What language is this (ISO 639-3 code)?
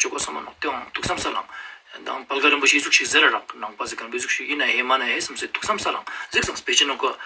lbj